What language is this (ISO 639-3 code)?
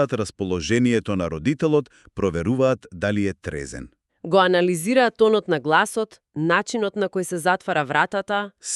mkd